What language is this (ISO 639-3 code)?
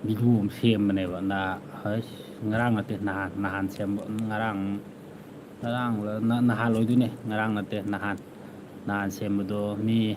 mni